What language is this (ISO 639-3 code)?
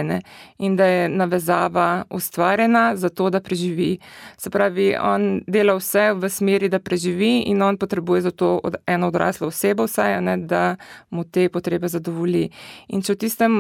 slv